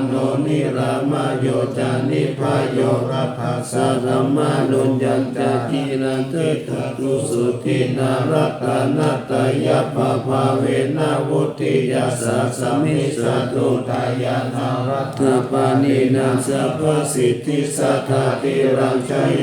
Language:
Pali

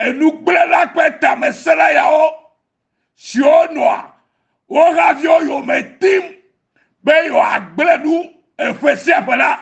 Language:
Ewe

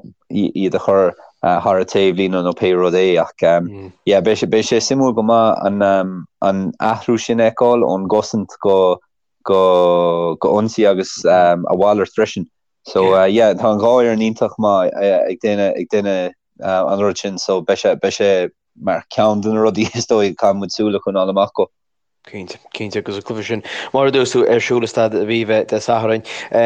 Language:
Irish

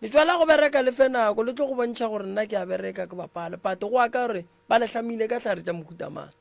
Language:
Northern Sotho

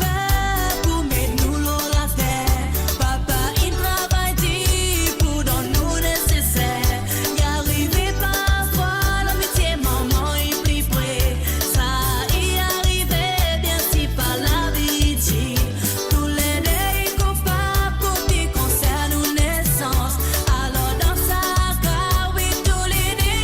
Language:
Morisyen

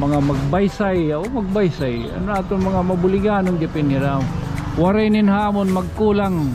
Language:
Waray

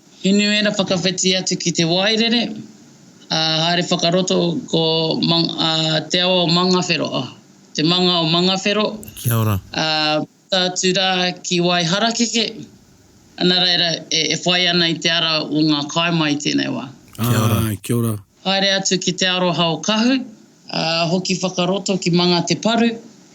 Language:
Māori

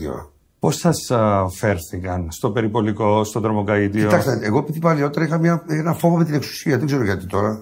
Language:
Greek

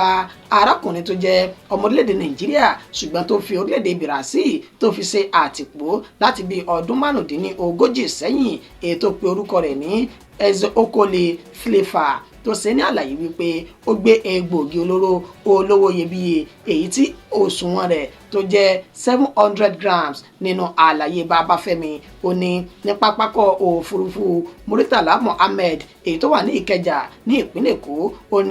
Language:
Yoruba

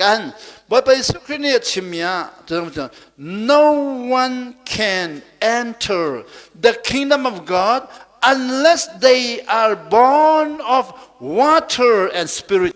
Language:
Hakha Chin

